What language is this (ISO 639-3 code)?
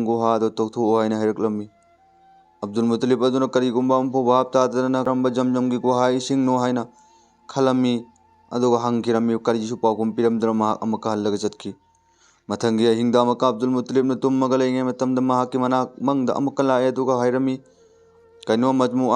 mni